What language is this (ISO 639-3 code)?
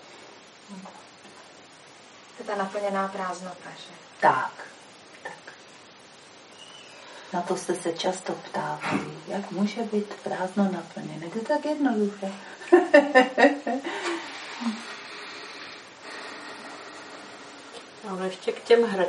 ces